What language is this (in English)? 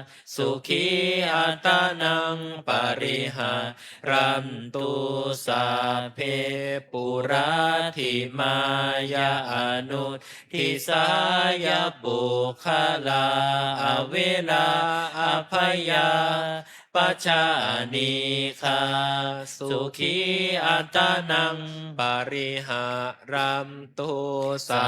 Pali